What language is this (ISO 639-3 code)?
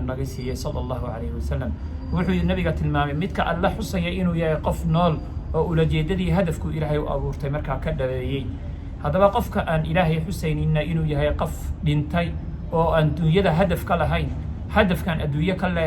som